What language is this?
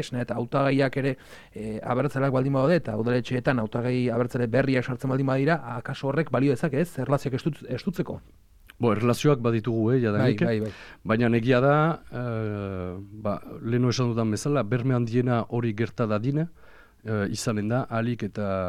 Basque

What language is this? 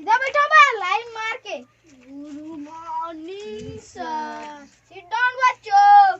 Chhattisgarhi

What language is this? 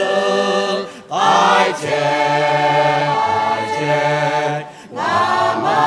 Lahu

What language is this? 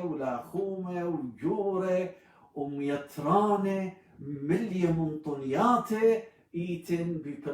Assyrian Neo-Aramaic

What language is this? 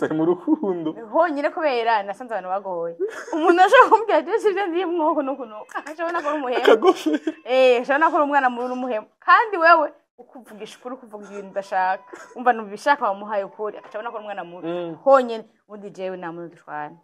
Rundi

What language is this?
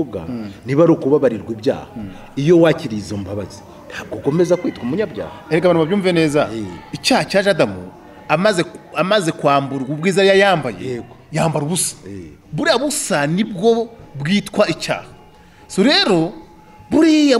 Kinyarwanda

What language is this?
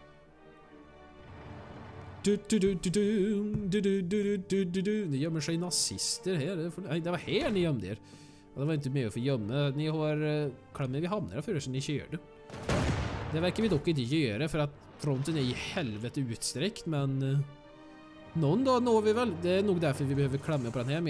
Swedish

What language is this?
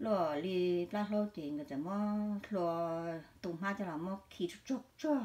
Hmong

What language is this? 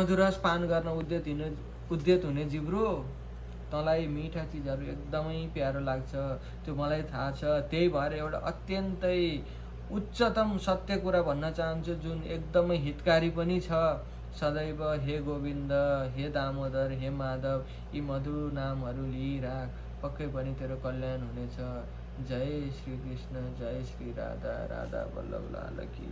Nepali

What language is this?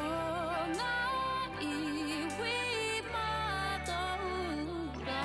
Māori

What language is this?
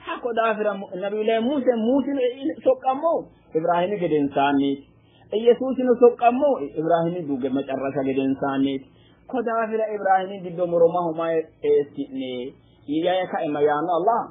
Sidamo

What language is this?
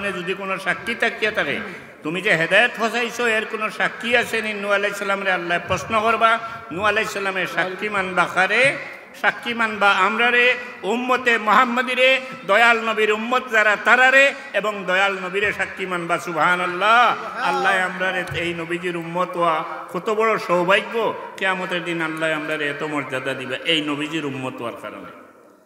Sylheti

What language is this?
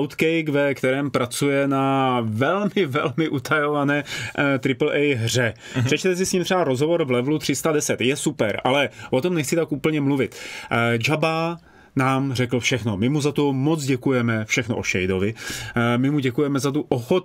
Czech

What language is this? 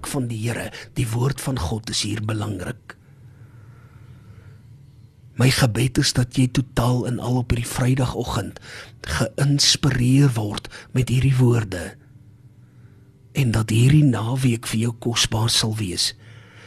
Afrikaans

